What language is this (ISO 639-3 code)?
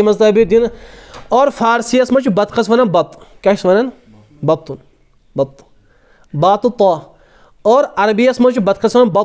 kas